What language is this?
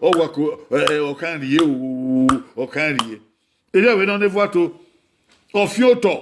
Bini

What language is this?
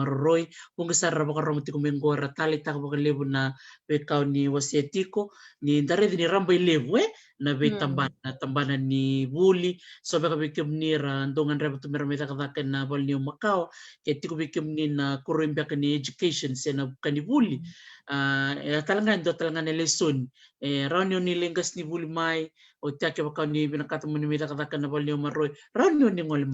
Fijian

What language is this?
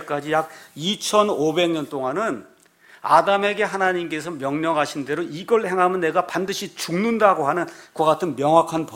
Korean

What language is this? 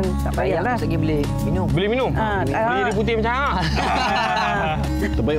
Malay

